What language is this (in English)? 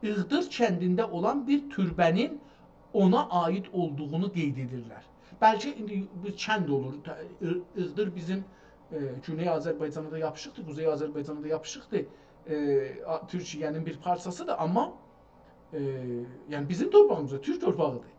South Azerbaijani